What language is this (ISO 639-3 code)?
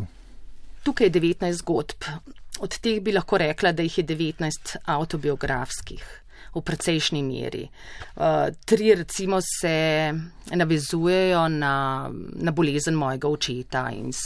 slv